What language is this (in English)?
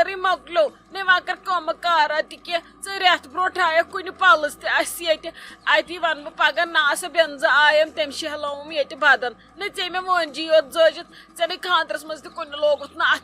Kashmiri